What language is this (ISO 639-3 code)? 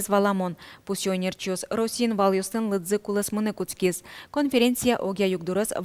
udm